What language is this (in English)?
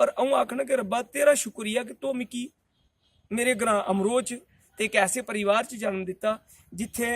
Dogri